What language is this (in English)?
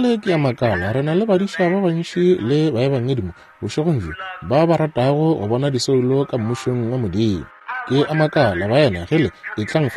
Northern Sotho